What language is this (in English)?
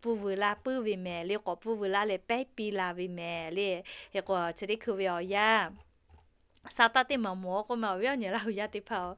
Lahu